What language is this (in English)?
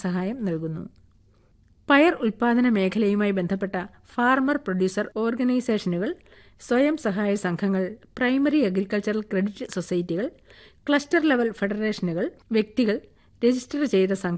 Malayalam